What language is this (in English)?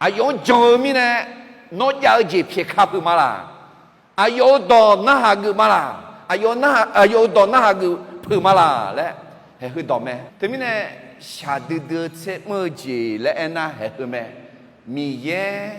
Akha